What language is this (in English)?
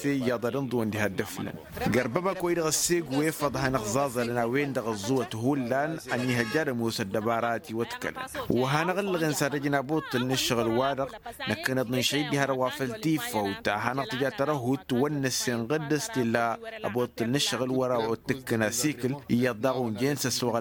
Tamasheq